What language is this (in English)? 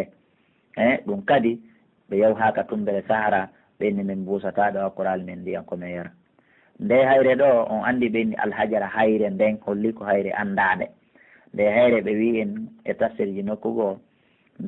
Pular